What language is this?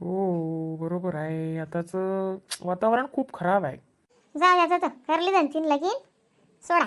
Khandesi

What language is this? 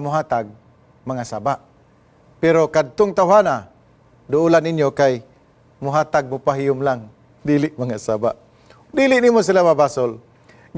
Cebuano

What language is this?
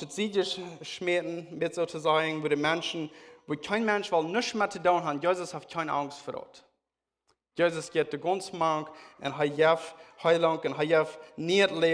Plautdietsch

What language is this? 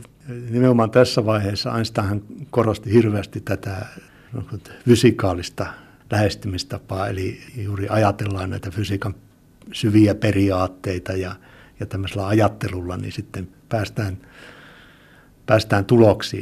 Finnish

